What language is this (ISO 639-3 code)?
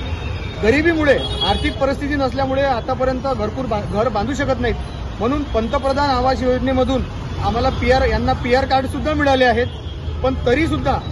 mar